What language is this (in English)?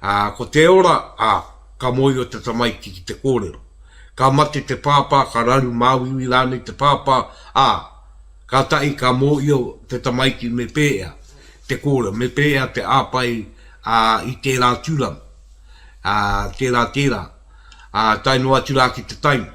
Māori